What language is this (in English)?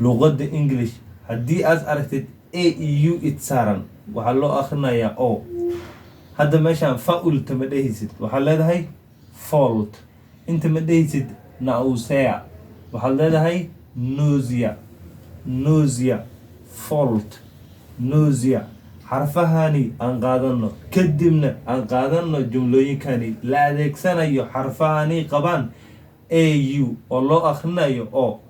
Somali